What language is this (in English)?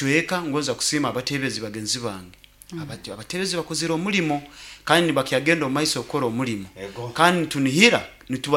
Nyoro